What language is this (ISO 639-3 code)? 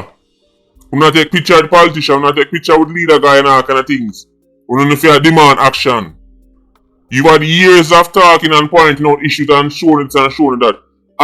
jam